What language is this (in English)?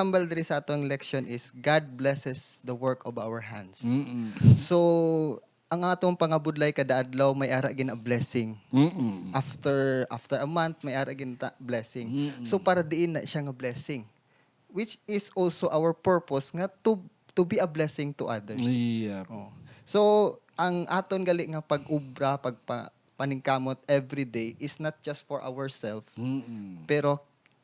Hiligaynon